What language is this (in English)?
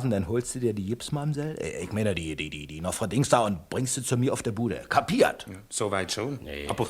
Swiss German